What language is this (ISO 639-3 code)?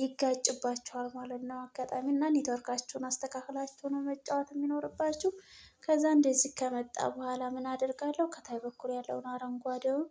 amh